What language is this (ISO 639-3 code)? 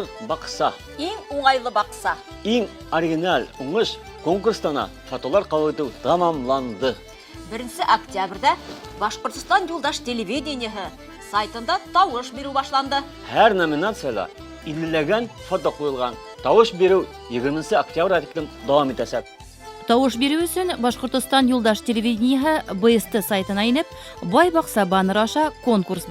bak